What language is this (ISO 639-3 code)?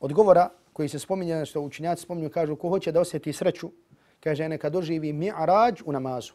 bos